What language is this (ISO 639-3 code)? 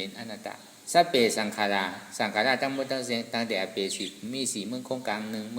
shn